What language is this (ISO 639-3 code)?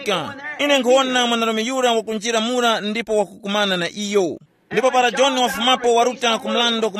tum